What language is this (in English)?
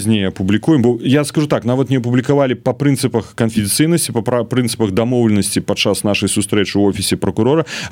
Belarusian